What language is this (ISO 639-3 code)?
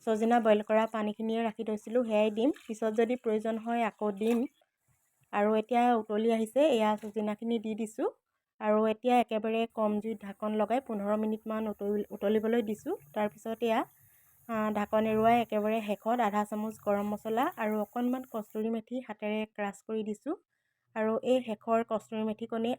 asm